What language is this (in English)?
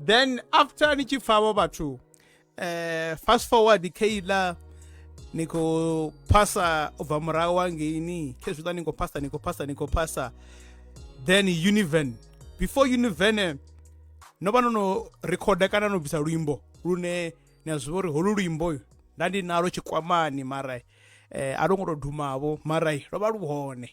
Venda